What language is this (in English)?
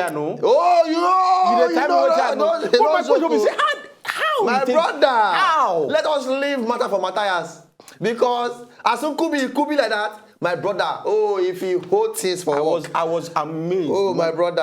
Nigerian Pidgin